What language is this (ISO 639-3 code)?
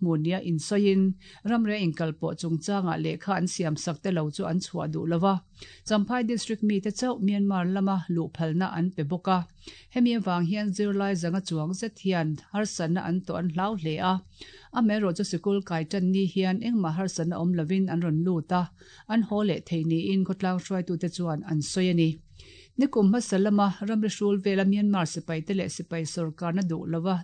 lus